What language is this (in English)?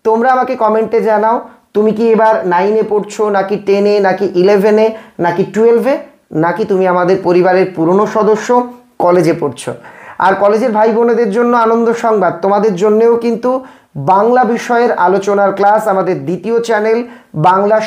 Bangla